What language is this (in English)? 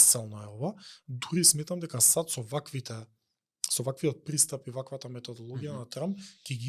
Macedonian